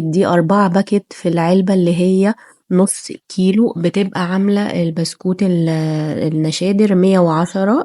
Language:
Egyptian Arabic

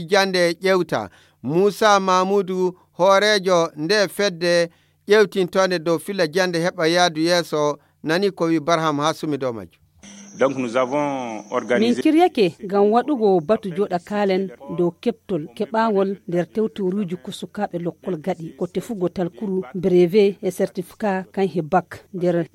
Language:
Nigerian Fulfulde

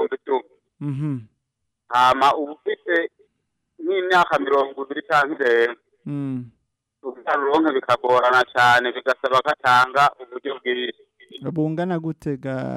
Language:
Rundi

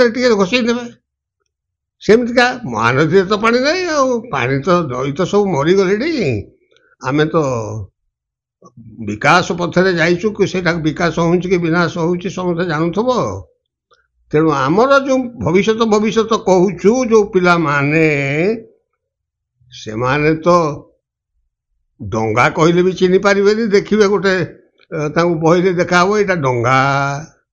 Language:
Odia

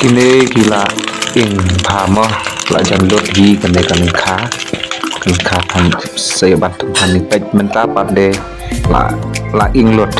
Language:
Khasi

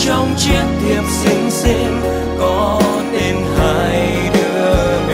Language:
Vietnamese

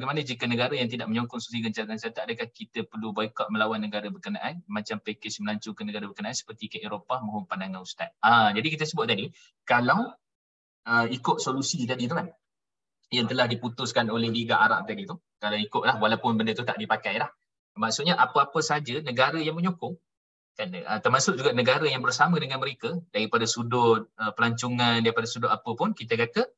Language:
Malay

